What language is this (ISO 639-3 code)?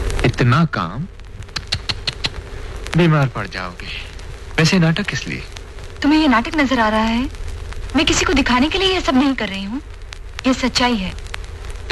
hin